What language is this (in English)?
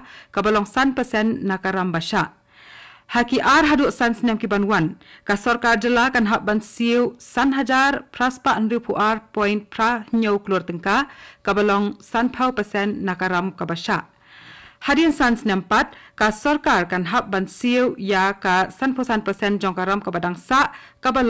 Khasi